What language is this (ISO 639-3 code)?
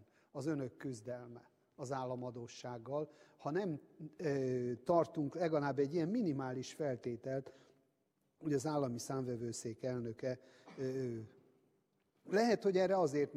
hun